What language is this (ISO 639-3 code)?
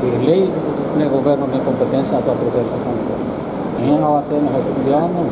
tet